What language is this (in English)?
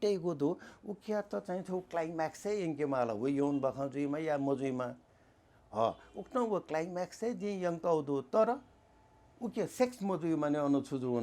Newari